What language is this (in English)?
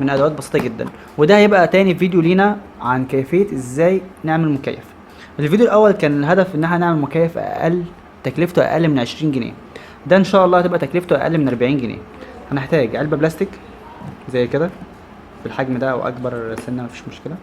Egyptian Arabic